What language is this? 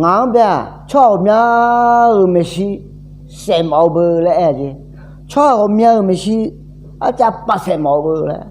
Akha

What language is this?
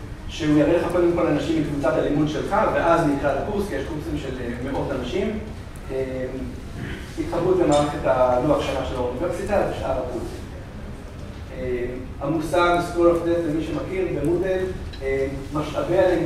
Hebrew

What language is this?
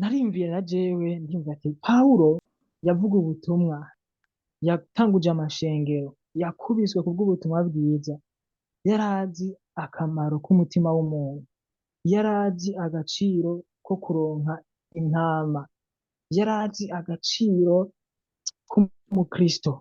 Rundi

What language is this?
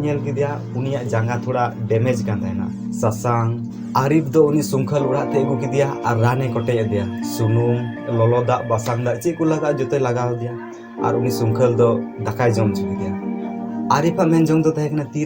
Santali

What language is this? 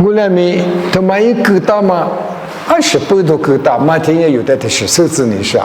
Lisu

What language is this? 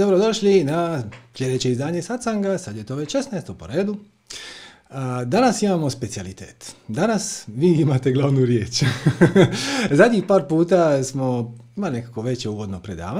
Croatian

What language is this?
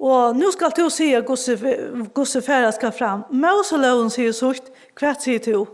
Faroese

